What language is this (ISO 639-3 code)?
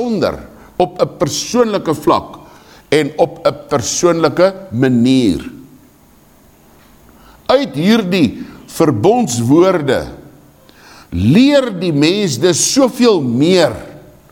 afr